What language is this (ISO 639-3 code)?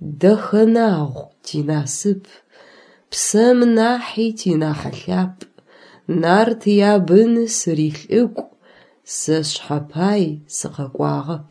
ady